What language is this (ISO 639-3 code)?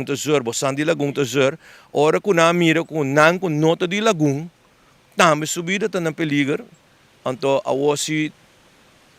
pap